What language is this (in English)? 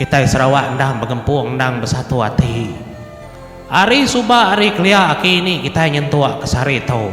Iban